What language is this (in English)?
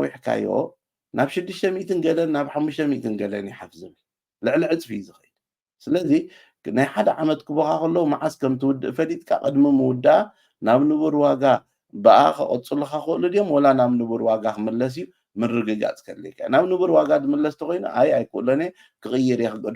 Tigrinya